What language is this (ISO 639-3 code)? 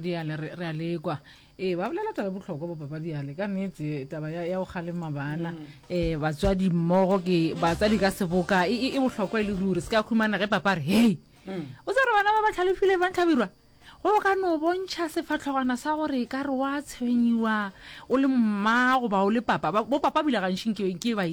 nso